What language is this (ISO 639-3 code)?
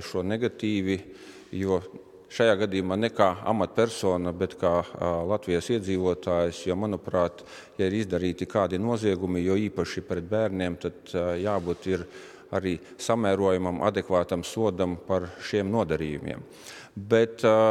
lav